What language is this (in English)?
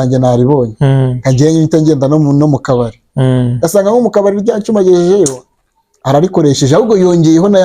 Kinyarwanda